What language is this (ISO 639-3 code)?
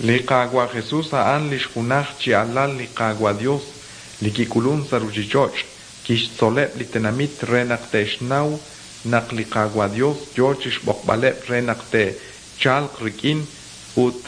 kek